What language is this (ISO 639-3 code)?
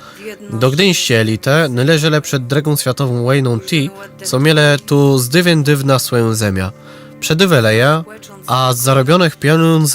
csb